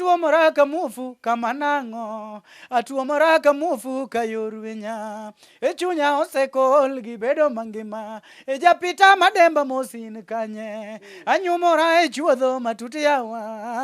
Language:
Luo (Kenya and Tanzania)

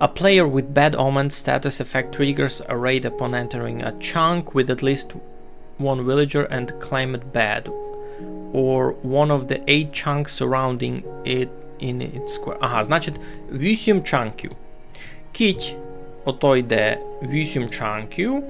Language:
Rusyn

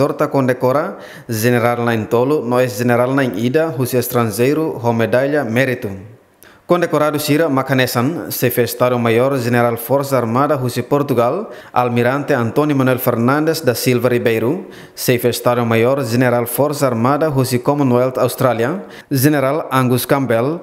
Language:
Tetum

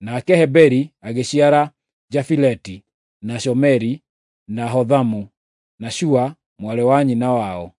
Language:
Kikuyu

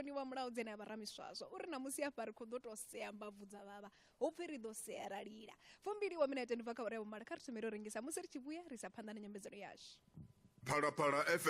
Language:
Venda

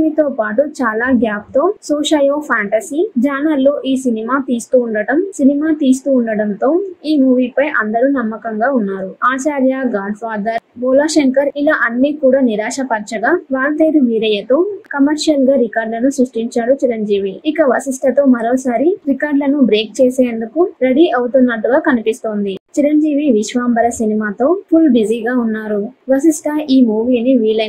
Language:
Telugu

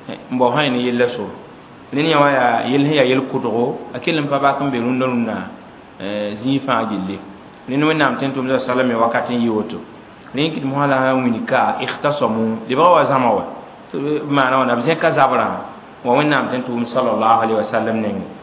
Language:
Mossi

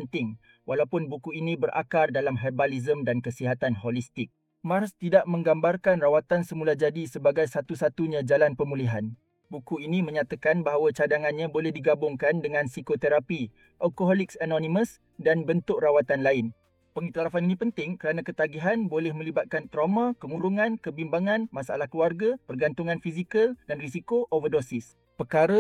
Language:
Malay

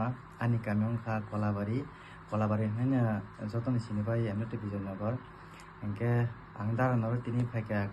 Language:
Kok Borok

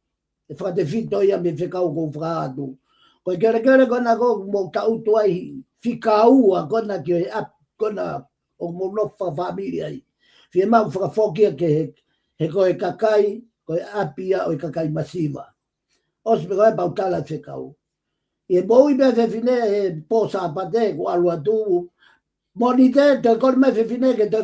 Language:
Tongan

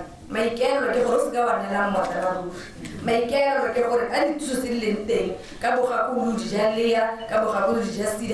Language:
Tswana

